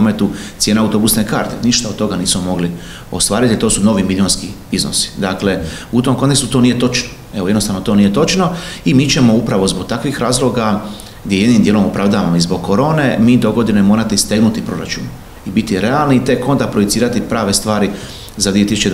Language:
Croatian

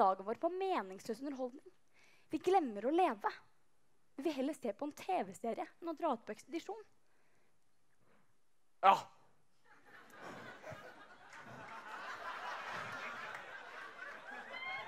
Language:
Norwegian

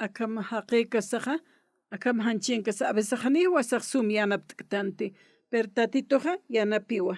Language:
Aymara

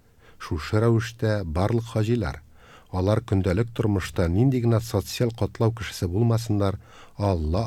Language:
Tatar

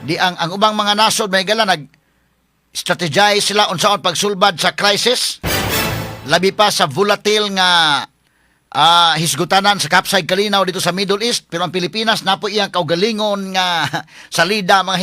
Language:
Cebuano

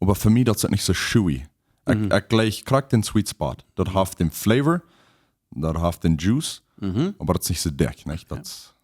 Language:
Plautdietsch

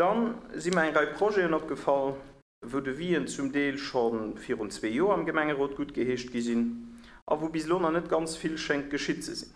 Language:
Luxembourgish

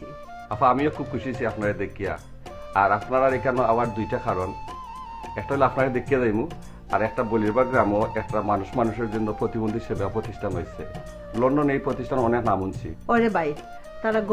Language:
Sylheti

